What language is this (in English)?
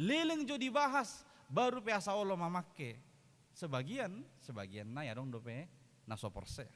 Batak Toba